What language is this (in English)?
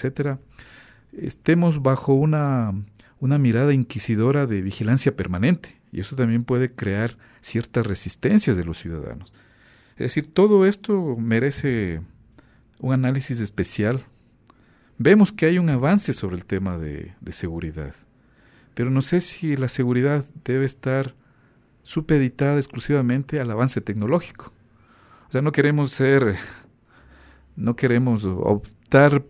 Spanish